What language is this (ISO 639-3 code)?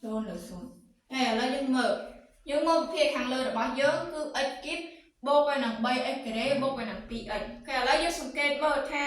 khm